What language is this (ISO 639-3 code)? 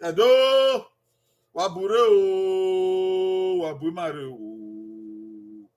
bin